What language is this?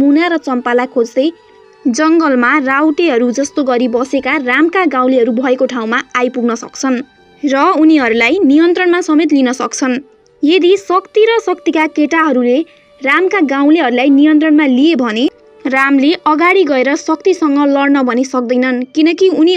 Nepali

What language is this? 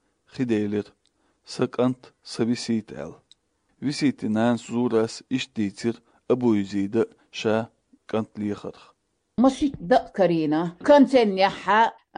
Chechen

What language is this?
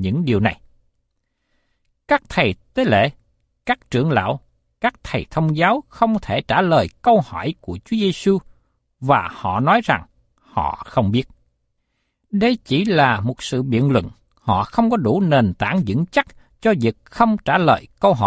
Vietnamese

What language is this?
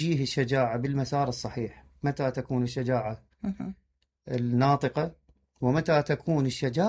Mesopotamian Arabic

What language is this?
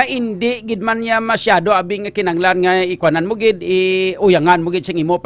Hiligaynon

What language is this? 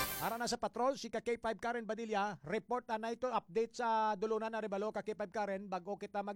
Hiligaynon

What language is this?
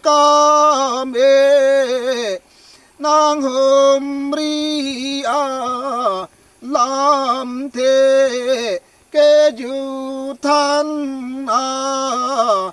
Karbi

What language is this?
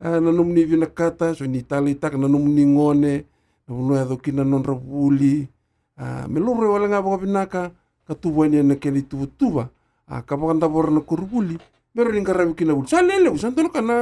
Fijian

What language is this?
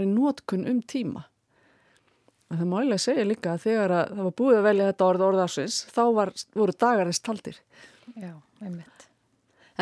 Icelandic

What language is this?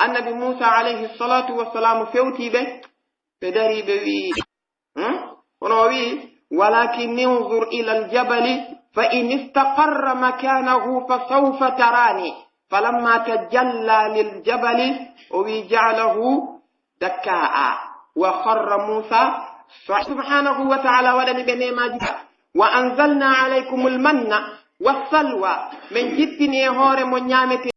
Pular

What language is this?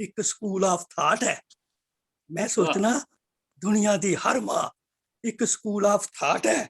Dogri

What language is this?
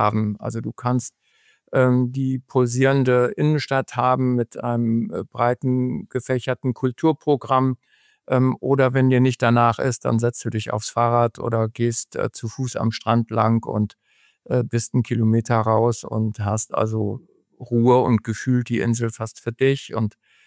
German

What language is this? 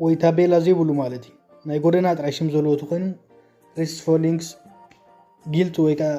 Tigrinya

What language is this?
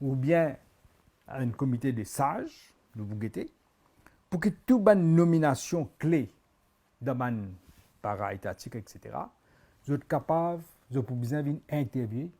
Morisyen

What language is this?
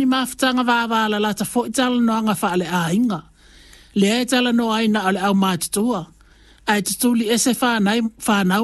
Samoan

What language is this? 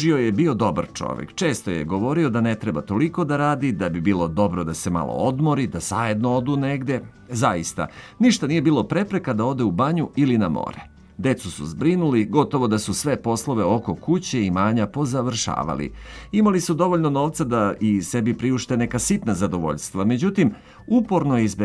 Serbian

